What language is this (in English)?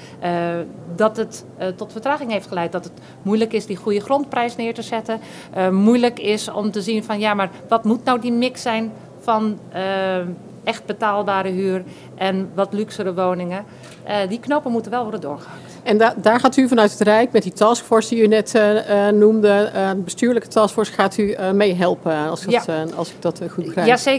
Dutch